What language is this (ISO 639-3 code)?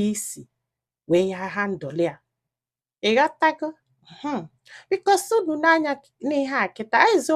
ibo